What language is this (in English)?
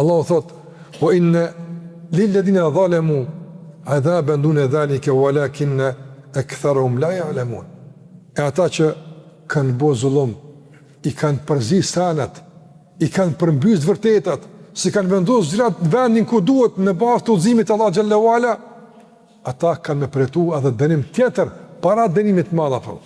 Albanian